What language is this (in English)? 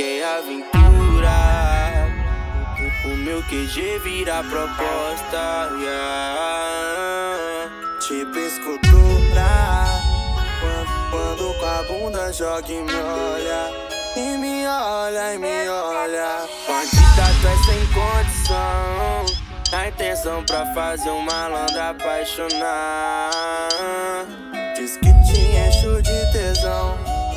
Portuguese